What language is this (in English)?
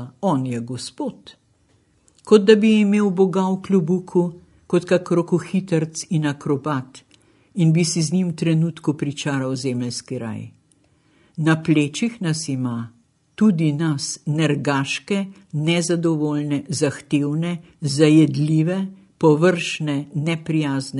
Slovenian